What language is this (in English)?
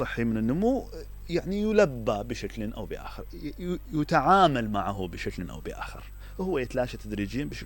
Mesopotamian Arabic